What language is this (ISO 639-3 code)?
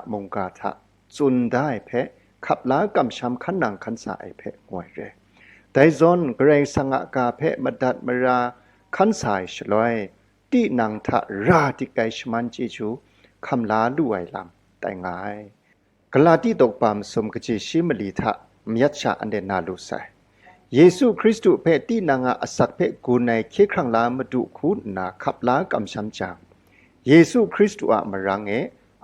kac